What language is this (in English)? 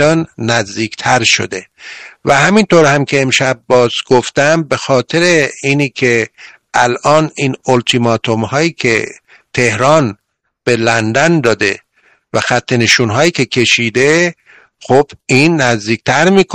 Persian